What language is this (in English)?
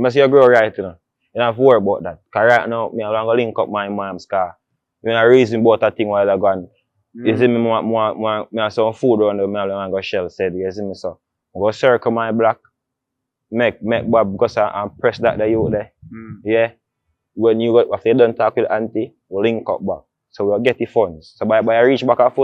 Jamaican Creole English